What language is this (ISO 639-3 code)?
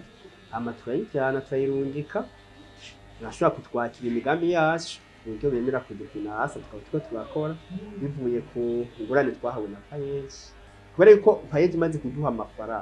run